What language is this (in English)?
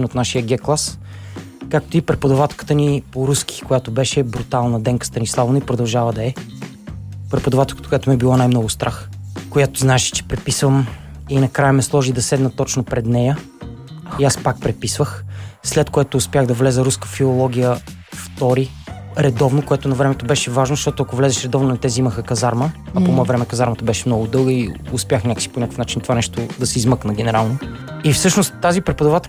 Bulgarian